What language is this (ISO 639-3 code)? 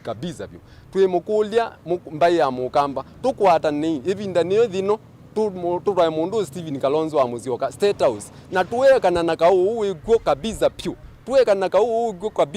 kam